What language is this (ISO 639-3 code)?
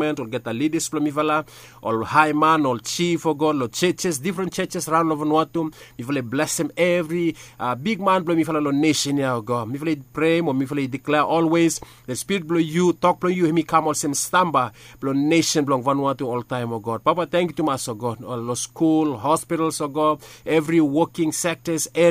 bis